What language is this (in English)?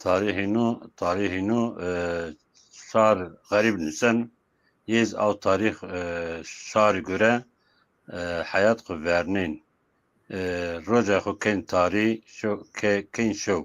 Zaza